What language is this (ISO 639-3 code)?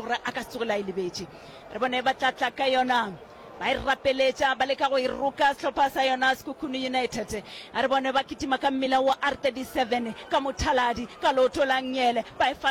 nso